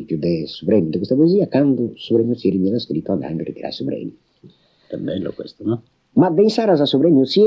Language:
Sardinian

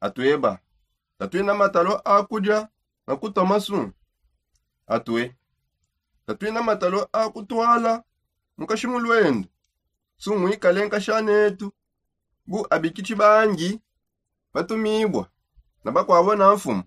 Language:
Songe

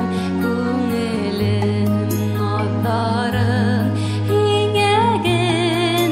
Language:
Bashkir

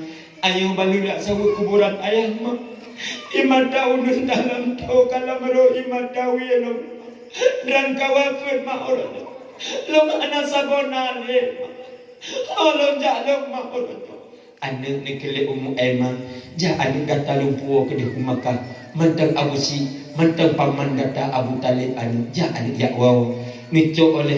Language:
Achinese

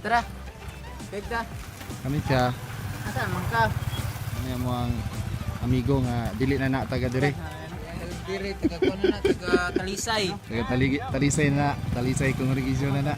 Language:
Cebuano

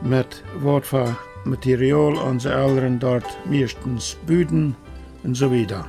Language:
Plautdietsch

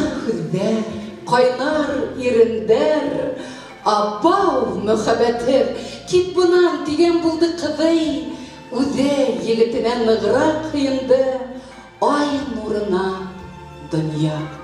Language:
Bashkir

